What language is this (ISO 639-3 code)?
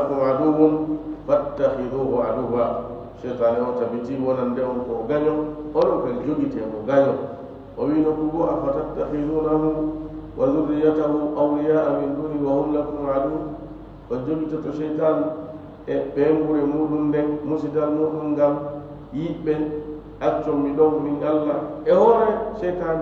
ful